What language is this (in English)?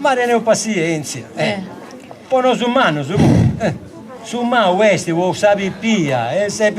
Sardinian